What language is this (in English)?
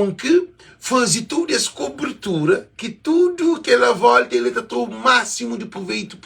Kabuverdianu